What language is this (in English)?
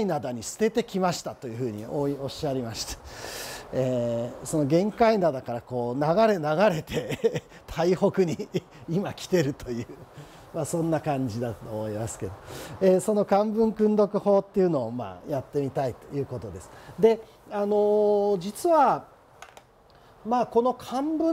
Japanese